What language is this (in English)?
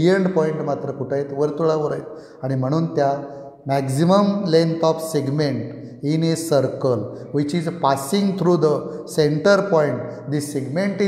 Marathi